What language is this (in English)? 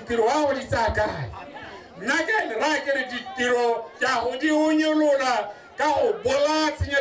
Tswana